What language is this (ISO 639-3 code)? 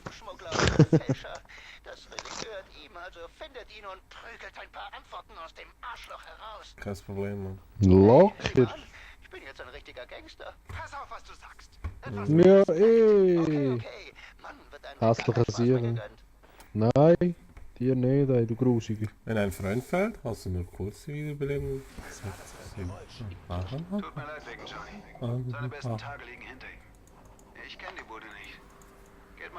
gsw